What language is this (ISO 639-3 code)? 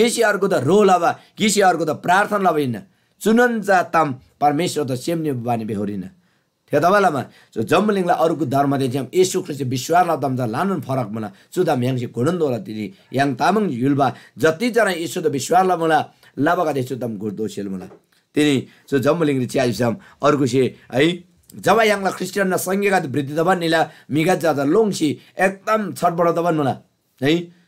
taj